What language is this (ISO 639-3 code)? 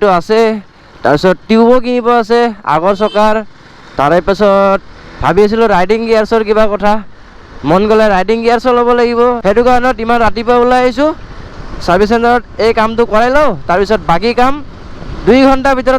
asm